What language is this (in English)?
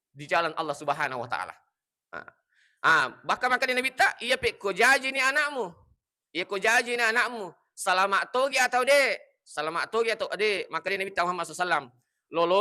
Buginese